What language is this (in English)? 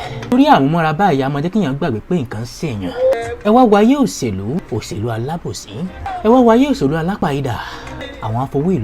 Yoruba